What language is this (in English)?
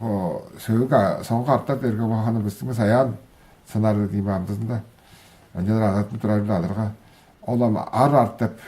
Tuvinian